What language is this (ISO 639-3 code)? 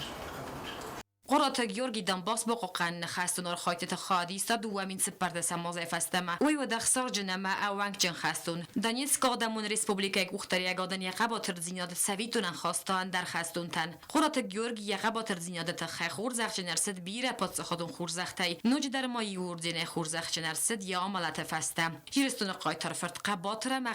oss